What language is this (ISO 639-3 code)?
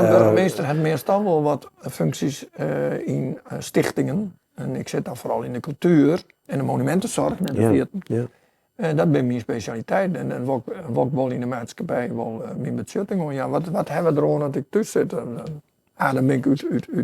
fry